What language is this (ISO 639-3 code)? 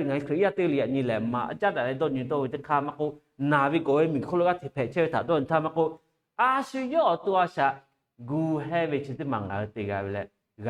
lhu